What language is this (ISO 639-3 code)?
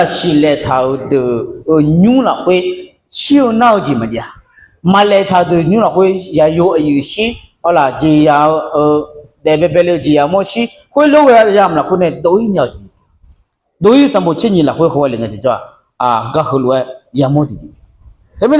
ahk